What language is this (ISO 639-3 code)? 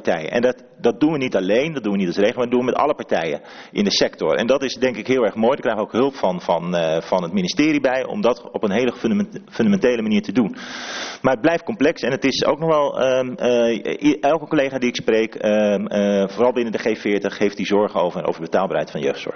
nld